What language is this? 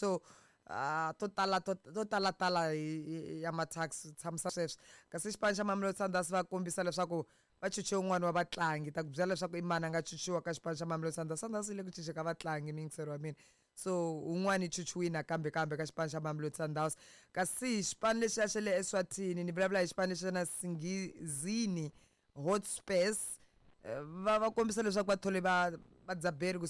Tsonga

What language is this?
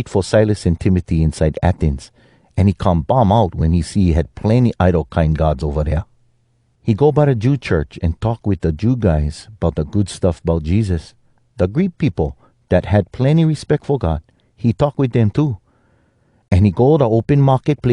Hawai'i Creole English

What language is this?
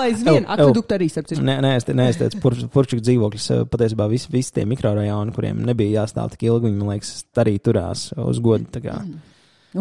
Latvian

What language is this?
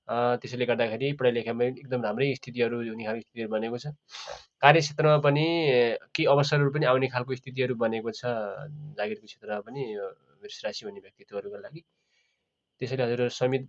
Nepali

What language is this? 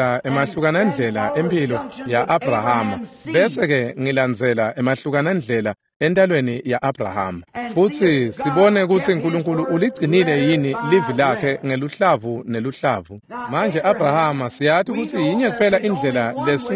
Swati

